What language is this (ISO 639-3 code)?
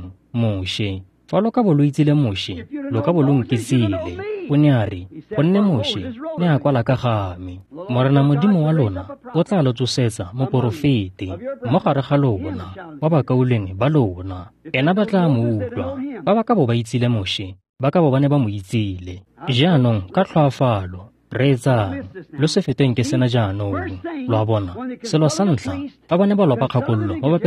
tsn